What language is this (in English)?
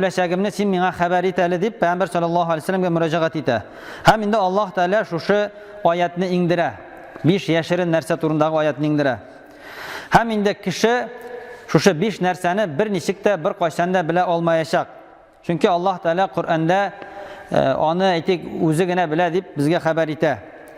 Tatar